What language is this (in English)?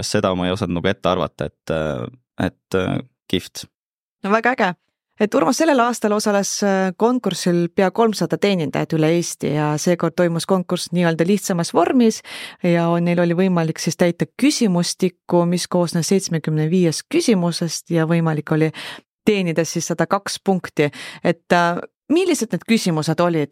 Estonian